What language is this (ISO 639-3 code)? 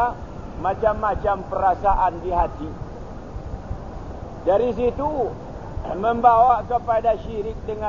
msa